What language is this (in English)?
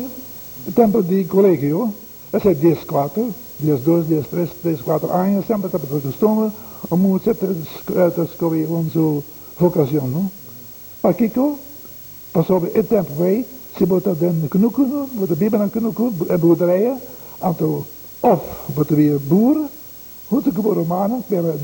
Papiamento